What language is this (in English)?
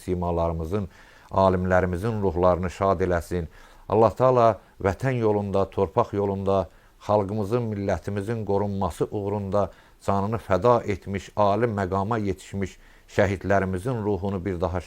Azerbaijani